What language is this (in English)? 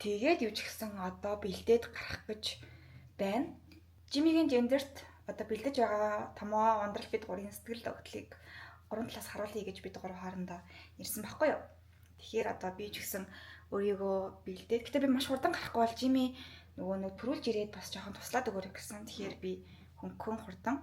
Mongolian